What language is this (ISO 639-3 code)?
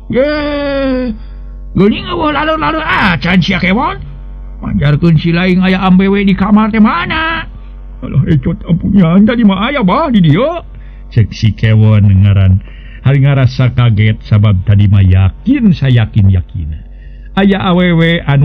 sun